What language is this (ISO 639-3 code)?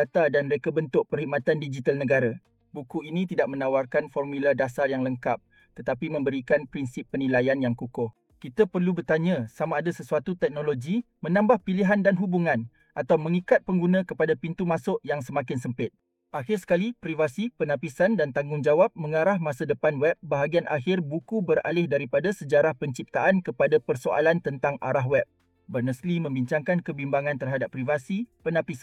msa